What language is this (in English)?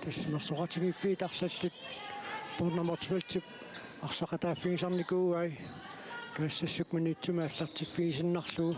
Kalaallisut